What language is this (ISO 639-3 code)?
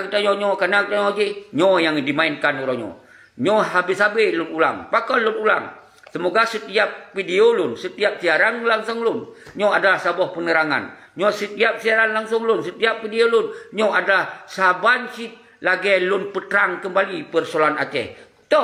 ace